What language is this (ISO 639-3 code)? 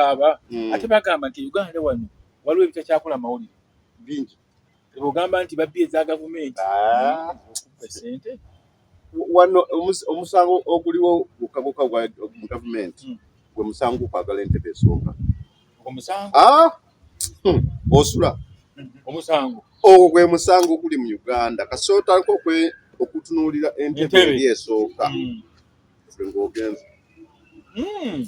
lug